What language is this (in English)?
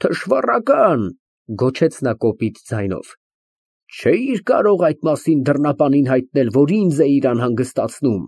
Armenian